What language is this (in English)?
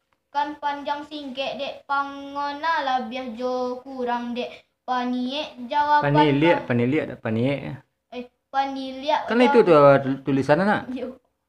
Minangkabau